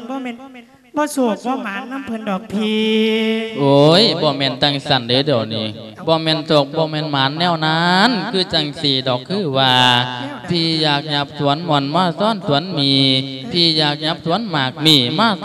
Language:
Lao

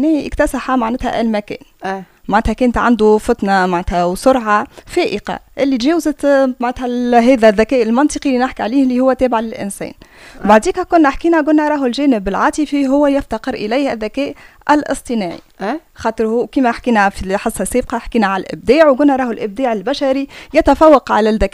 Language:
Tunisian Arabic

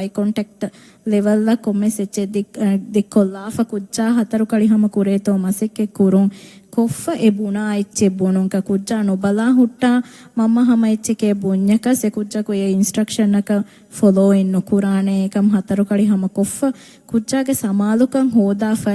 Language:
Divehi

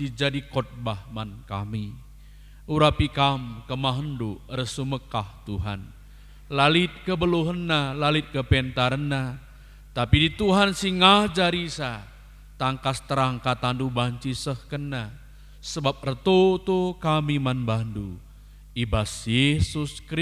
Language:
Batak Karo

